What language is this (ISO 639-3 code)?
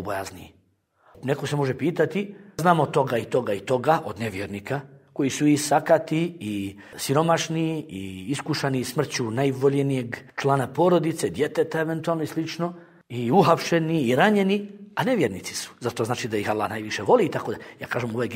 bos